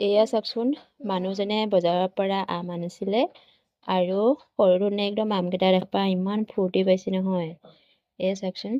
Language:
Assamese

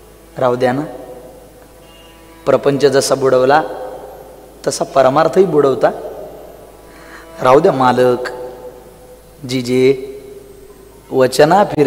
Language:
Marathi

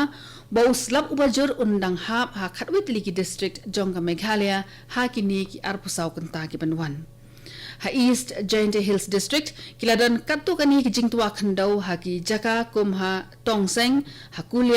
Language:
Khasi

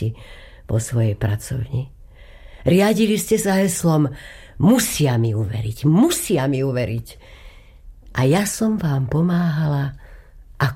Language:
Slovak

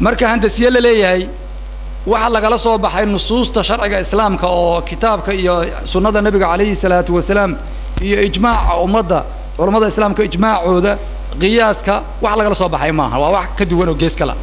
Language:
Somali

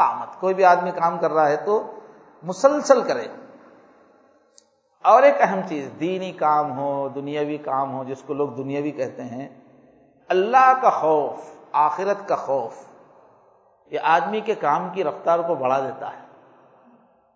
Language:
Urdu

